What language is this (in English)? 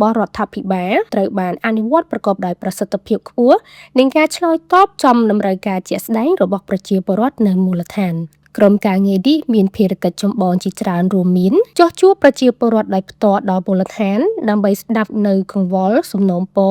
Khmer